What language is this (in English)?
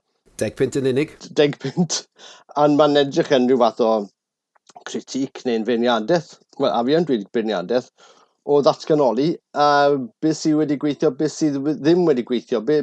Welsh